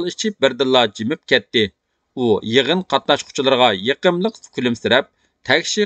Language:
Uyghur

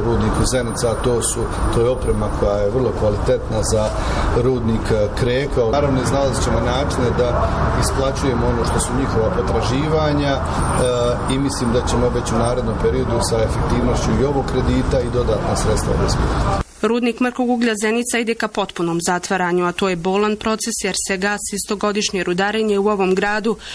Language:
Bosnian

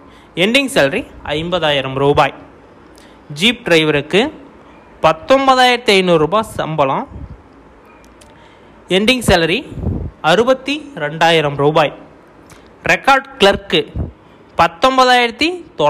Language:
Tamil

